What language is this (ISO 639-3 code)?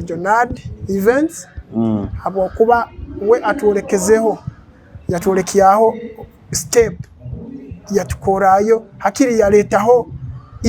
nyo